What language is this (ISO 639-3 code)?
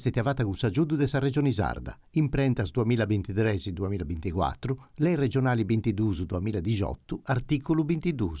srd